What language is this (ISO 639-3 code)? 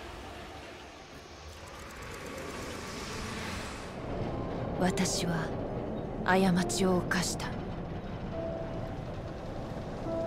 jpn